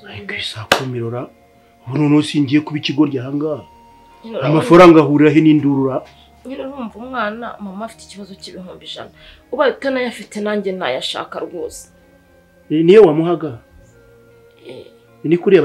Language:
Kinyarwanda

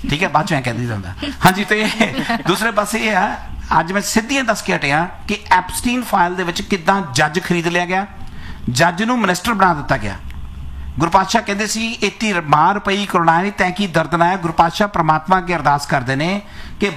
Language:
Punjabi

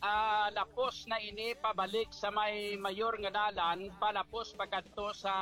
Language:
Hiligaynon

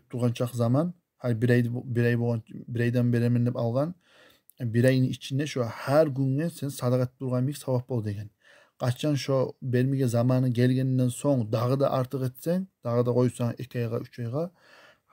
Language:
Kumyk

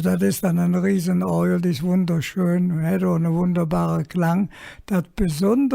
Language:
Colognian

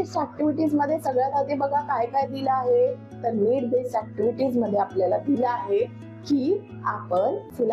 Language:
Marathi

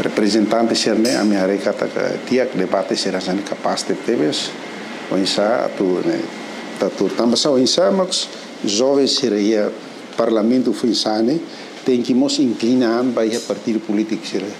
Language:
Tetum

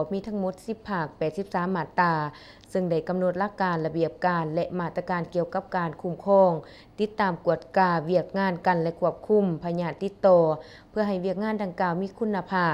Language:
Lao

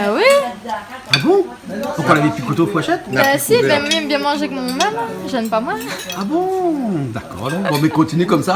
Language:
Réunion Creole French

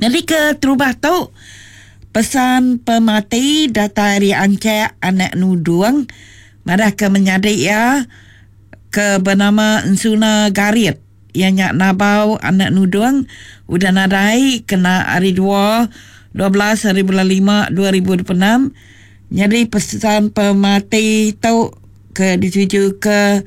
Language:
Iban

